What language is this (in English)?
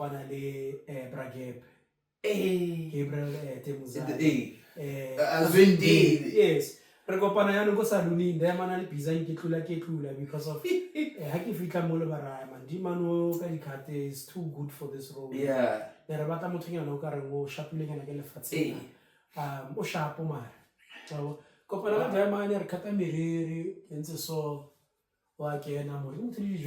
Tswana